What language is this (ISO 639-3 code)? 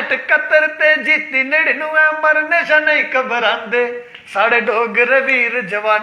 doi